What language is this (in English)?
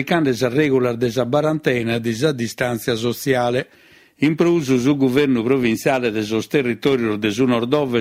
Sardinian